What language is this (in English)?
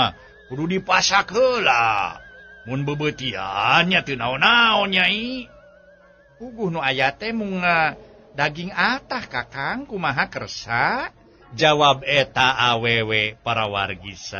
Sundanese